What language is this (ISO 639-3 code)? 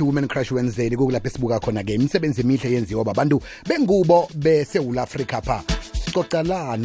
nbl